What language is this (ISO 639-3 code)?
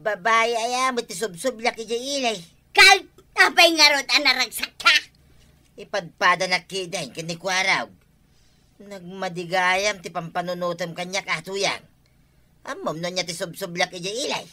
ilo